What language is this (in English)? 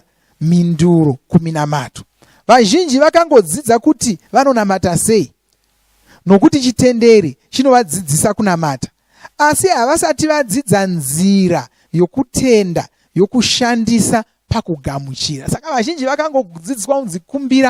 Shona